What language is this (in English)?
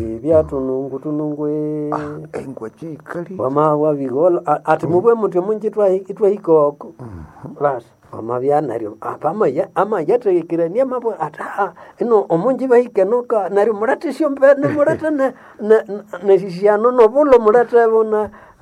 Nande